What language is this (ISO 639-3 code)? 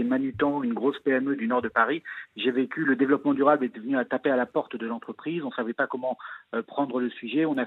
fra